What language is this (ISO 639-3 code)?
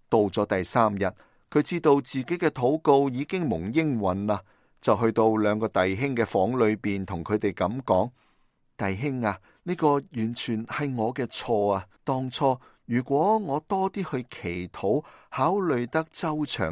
yue